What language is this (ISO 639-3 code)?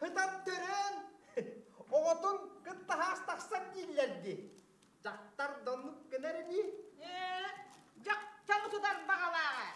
sah